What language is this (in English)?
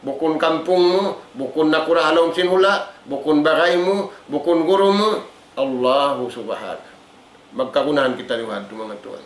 Tausug